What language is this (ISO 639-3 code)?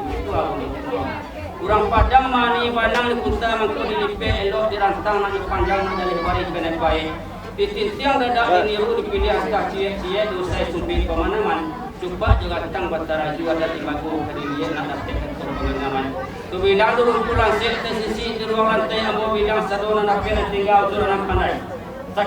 min